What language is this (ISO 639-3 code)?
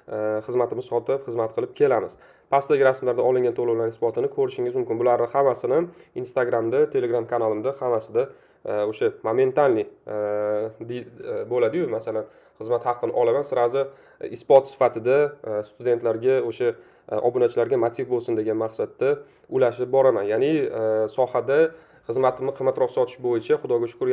uzb